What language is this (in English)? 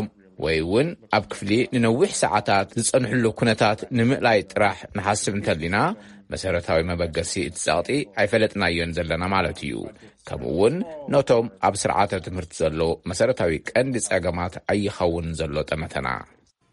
Tigrinya